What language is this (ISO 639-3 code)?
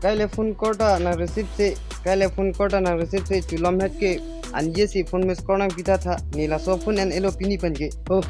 mjw